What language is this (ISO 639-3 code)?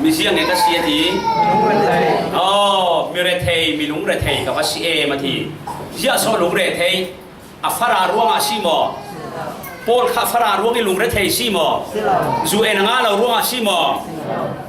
cfm